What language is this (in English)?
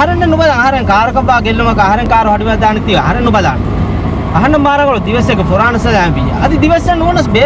Divehi